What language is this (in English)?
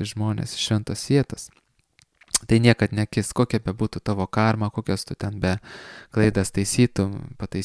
Lithuanian